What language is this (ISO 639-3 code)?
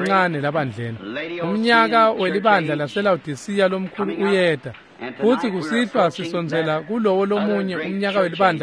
ssw